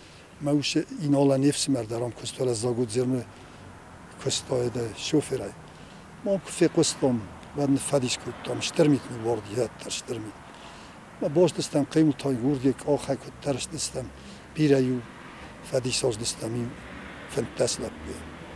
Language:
Ossetic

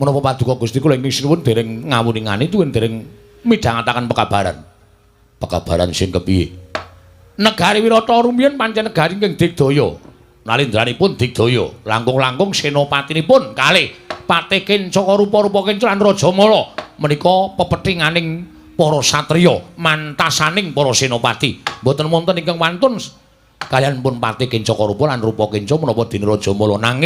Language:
Javanese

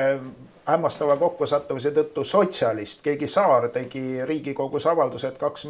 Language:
Estonian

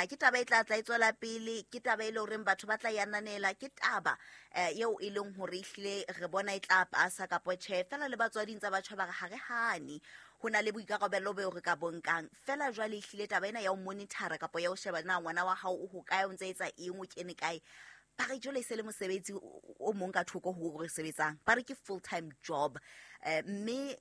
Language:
Southern Sotho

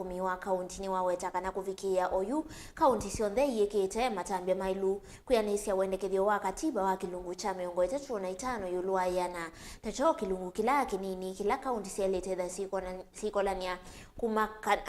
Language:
Kamba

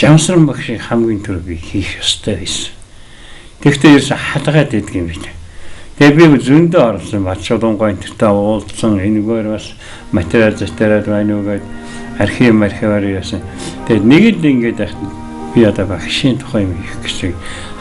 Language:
Mongolian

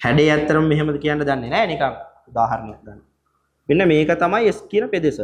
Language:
Sinhala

